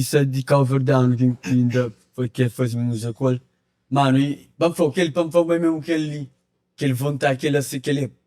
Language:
Kabuverdianu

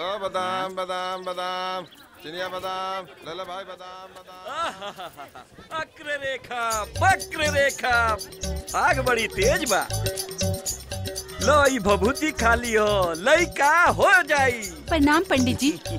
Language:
Bhojpuri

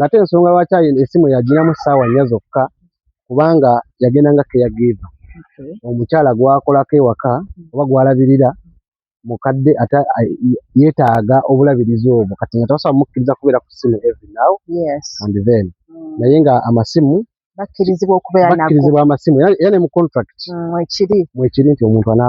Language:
Ganda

